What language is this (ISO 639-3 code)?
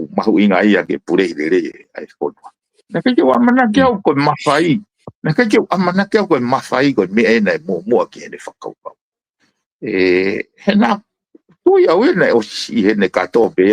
ton